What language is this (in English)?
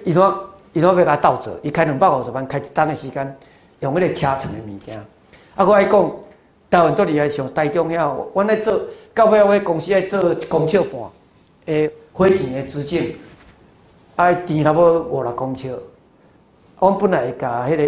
Min Nan Chinese